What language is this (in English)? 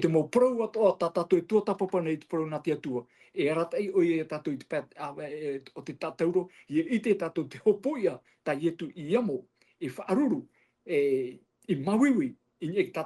Tahitian